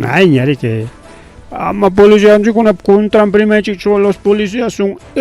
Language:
Ayacucho Quechua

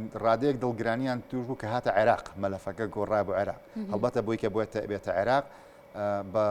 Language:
Central Kurdish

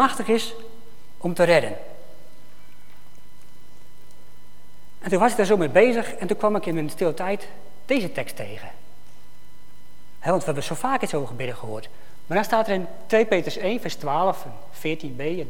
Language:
Dutch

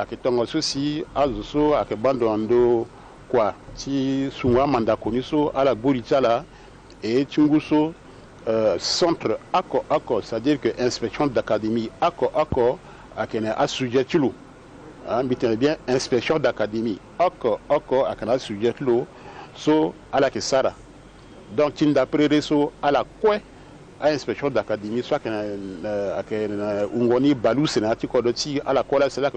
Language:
Sango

